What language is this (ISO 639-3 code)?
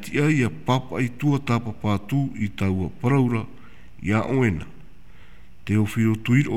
tah